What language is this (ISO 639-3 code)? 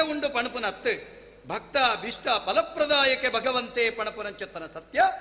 tcy